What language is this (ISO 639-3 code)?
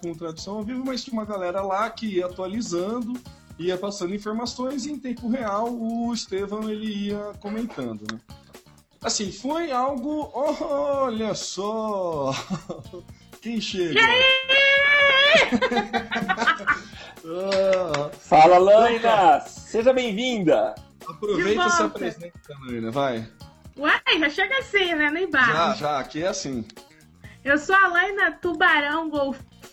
por